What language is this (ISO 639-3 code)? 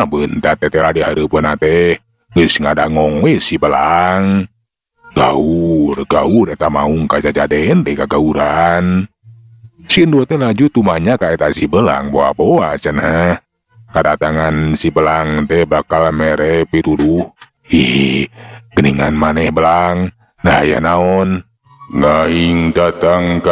sun